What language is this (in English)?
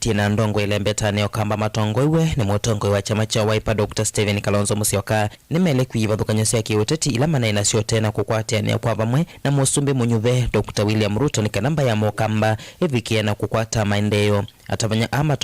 Kamba